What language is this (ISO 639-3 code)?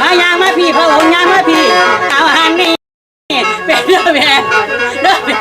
tts